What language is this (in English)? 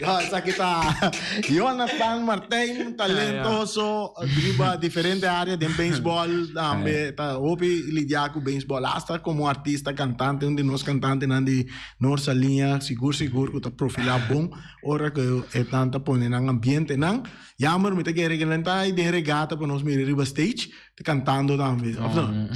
Papiamento